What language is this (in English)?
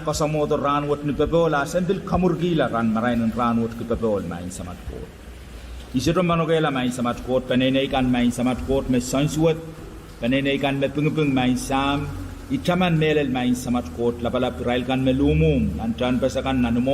Pohnpeian